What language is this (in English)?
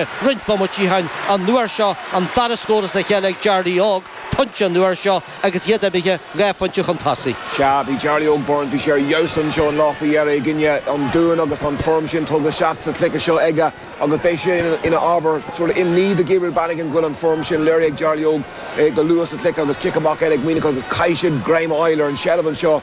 Irish